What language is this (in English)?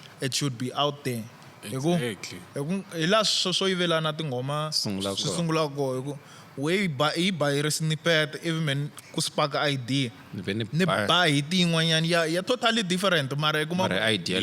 Tsonga